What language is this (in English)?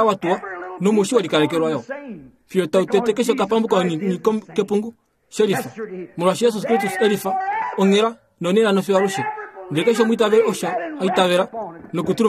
Kuanyama